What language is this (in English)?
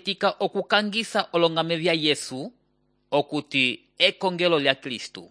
Umbundu